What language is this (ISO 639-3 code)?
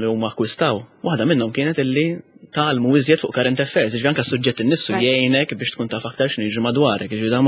mlt